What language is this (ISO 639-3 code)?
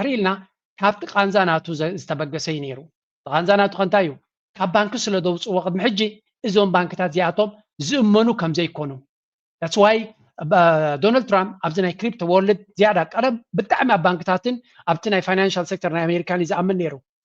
tir